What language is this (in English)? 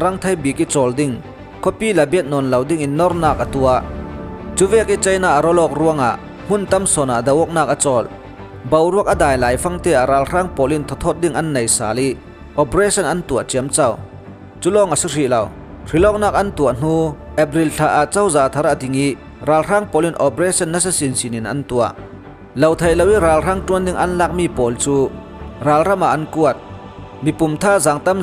Falam Chin